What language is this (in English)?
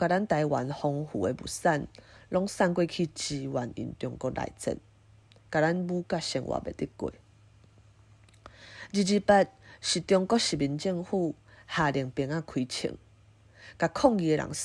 Min Nan Chinese